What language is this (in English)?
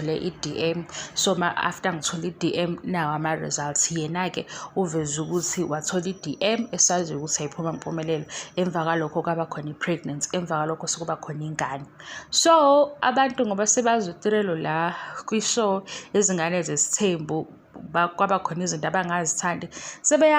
Zulu